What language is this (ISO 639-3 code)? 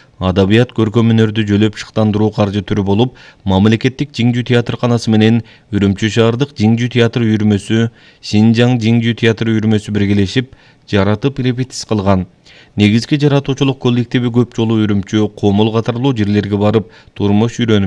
kir